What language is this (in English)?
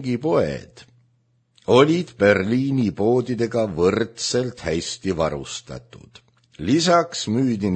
Estonian